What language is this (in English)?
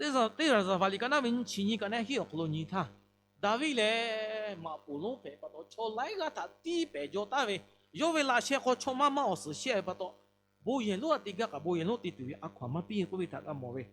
Lahu